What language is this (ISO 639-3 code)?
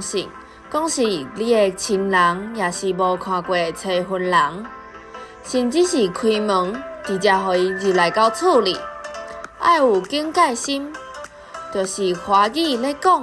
nan